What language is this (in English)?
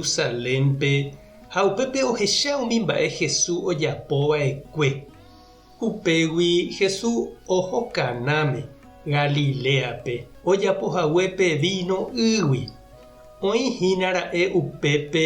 Guarani